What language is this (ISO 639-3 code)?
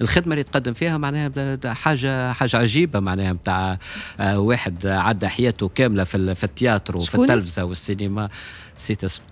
aeb